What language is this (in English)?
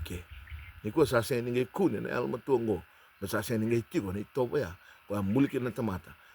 Fijian